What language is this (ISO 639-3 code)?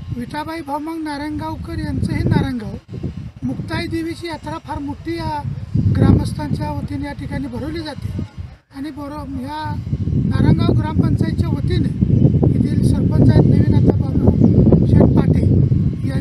mar